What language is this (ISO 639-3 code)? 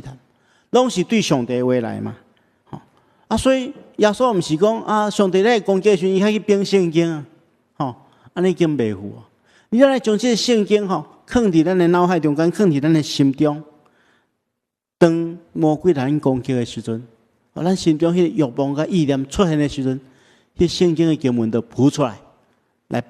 nan